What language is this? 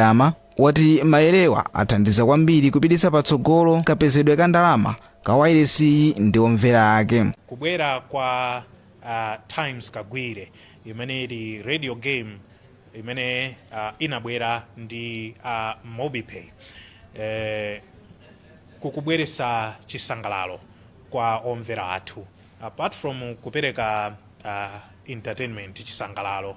Nyanja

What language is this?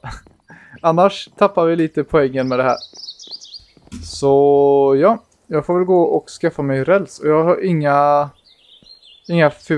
Swedish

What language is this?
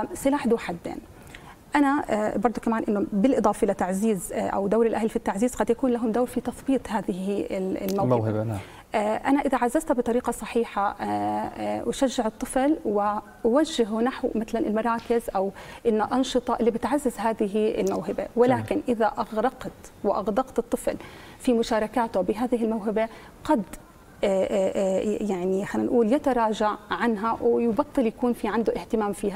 South Levantine Arabic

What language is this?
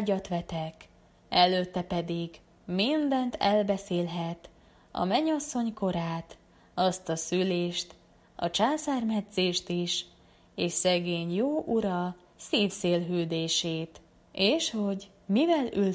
Hungarian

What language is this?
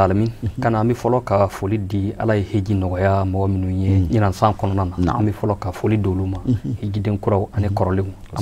Bambara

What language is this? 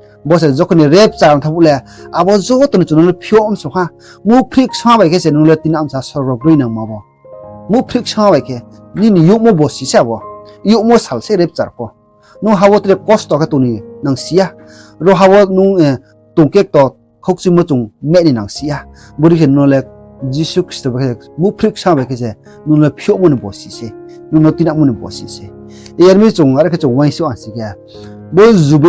Riang (India)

